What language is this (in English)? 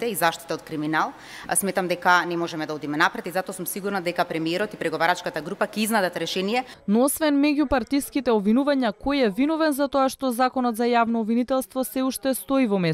Macedonian